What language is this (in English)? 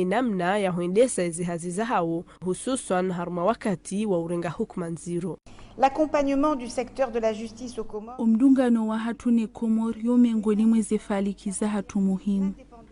Ngazidja Comorian